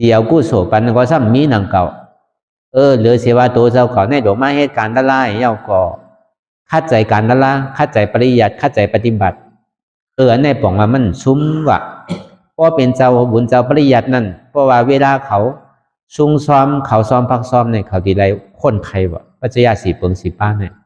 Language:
Shan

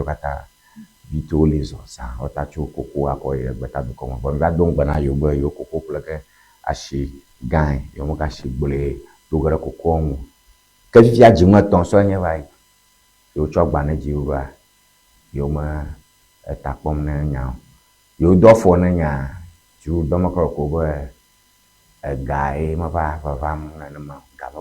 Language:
Ewe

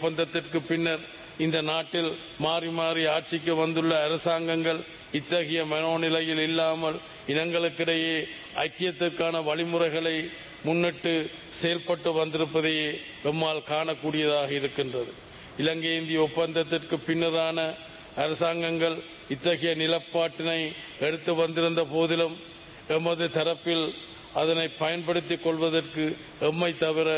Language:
Tamil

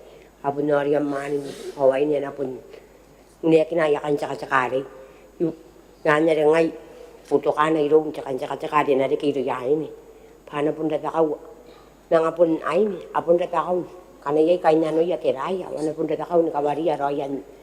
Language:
Gilbertese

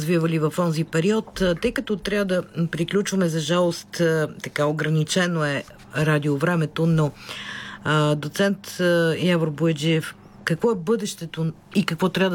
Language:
Bulgarian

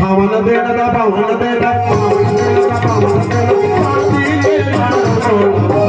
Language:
Chhattisgarhi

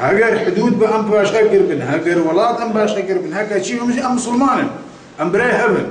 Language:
Kurdish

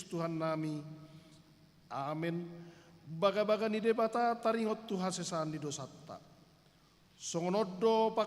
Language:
Batak Toba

